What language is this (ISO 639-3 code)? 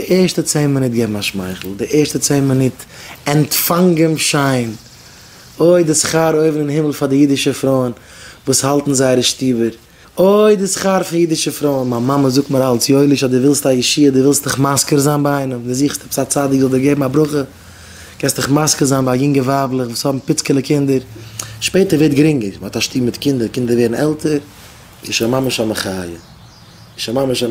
yid